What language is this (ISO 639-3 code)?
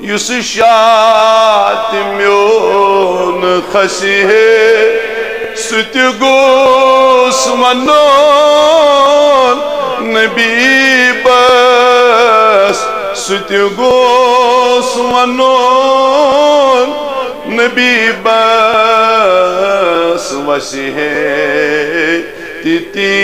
kas